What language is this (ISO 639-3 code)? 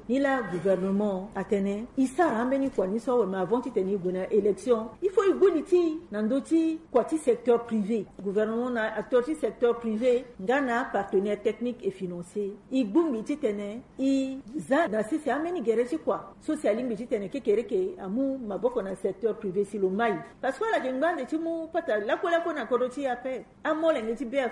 sag